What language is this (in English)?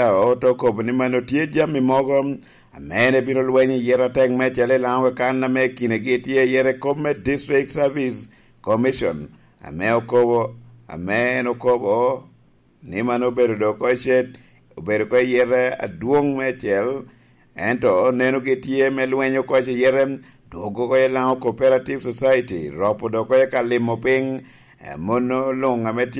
Lango (Uganda)